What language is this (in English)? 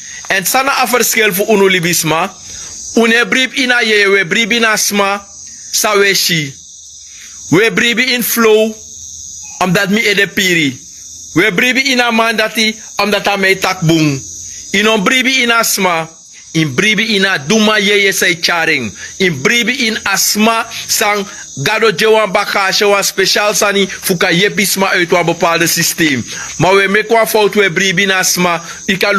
Sranan Tongo